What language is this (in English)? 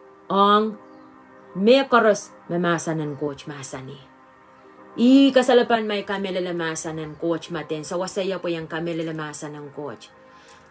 Pohnpeian